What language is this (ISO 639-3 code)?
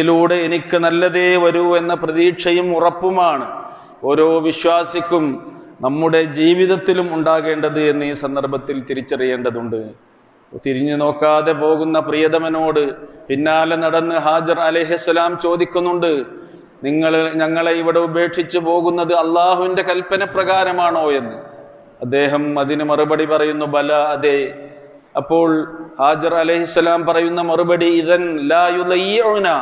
mal